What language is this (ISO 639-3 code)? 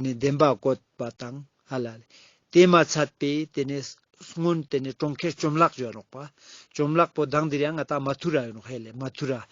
lbj